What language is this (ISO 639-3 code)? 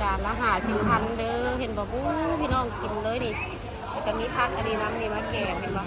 lao